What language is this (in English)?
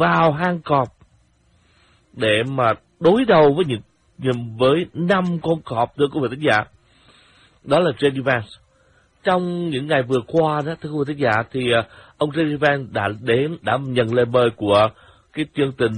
Vietnamese